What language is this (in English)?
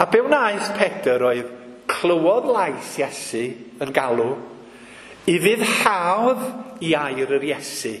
Welsh